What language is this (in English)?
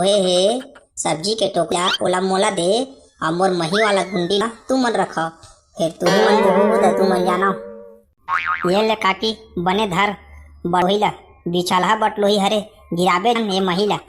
Chhattisgarhi